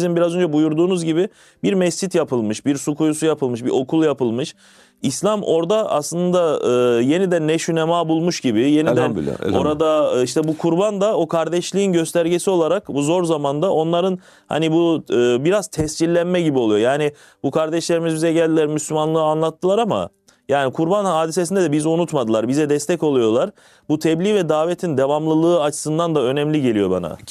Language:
Turkish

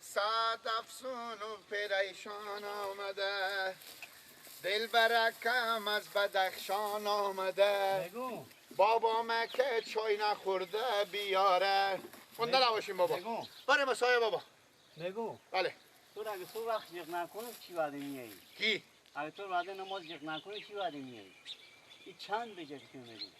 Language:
Persian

